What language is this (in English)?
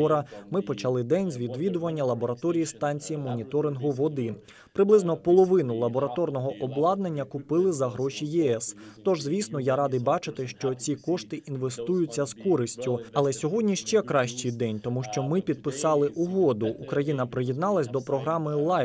Ukrainian